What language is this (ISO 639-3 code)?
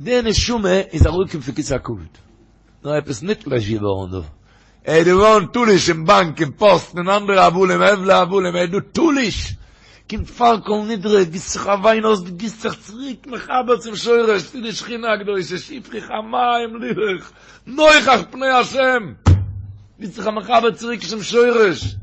yid